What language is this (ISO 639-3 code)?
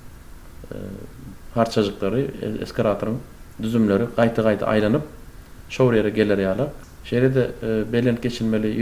tuk